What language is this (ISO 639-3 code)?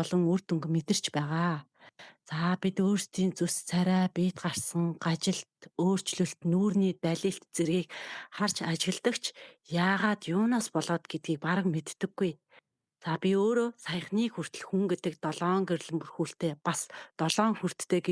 mon